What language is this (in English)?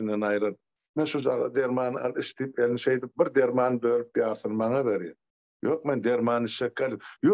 Turkmen